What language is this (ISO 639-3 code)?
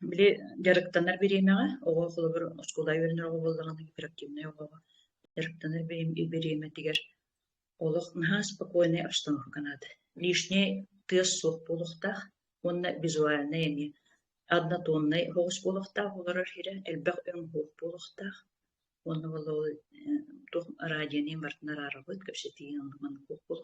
sah